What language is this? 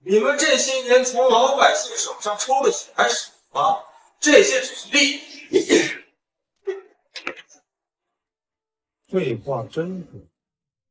Chinese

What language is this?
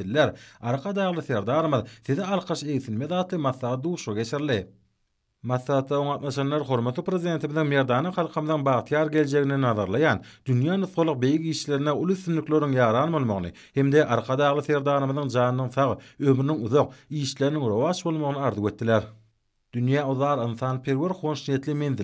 Turkmen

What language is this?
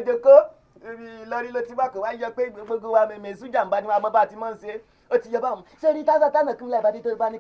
Yoruba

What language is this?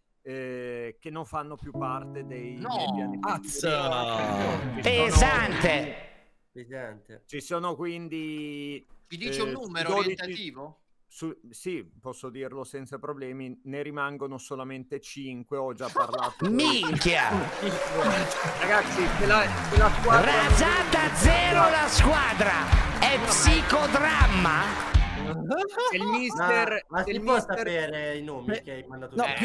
Italian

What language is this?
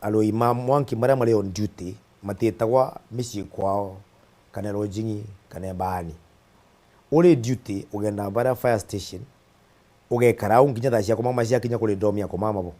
Meru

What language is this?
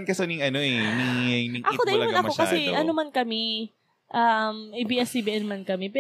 Bikol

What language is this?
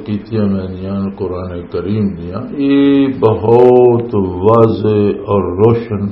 Western Panjabi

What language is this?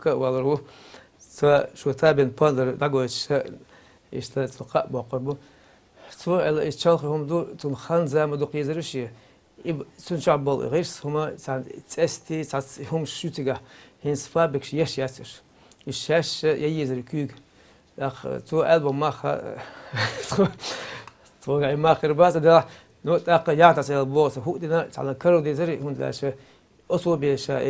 Chechen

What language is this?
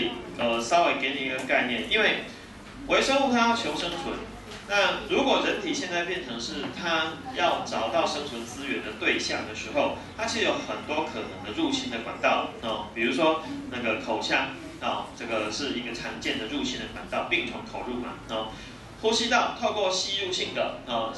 Chinese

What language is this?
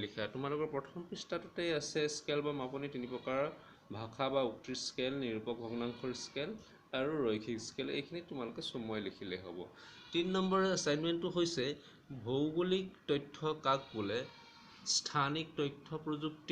Assamese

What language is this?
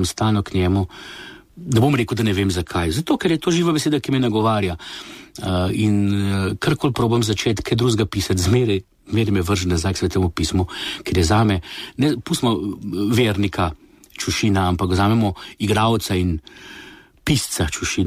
Slovenian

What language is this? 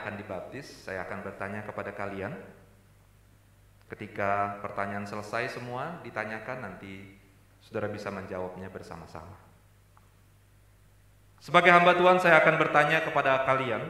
Indonesian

